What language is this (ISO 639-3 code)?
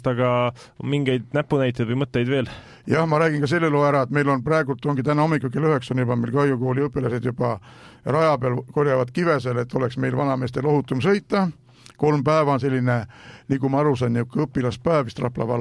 est